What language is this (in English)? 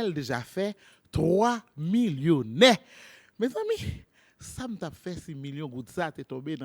Haitian Creole